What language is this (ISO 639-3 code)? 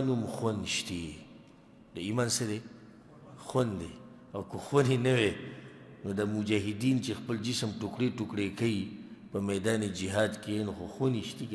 pus